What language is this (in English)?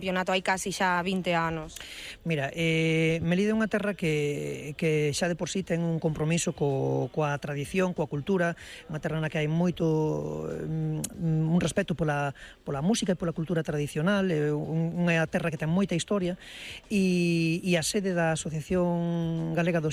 Galician